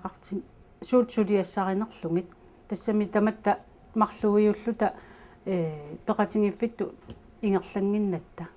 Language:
Kalaallisut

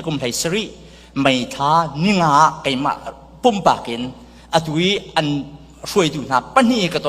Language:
Hakha Chin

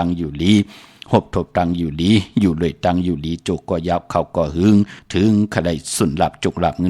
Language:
Shan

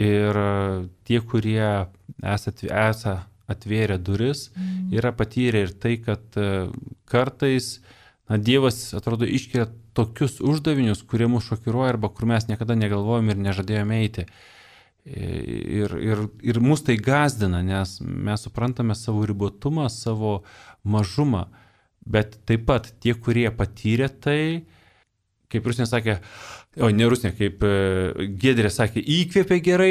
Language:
Lithuanian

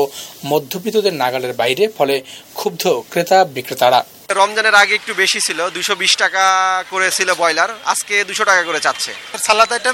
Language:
Bangla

